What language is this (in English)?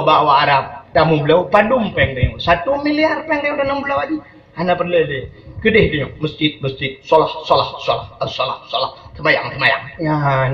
Achinese